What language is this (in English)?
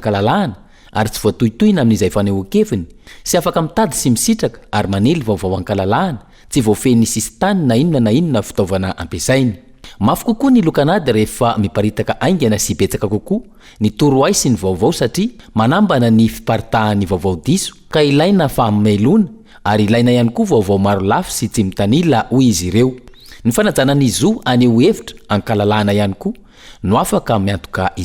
Malagasy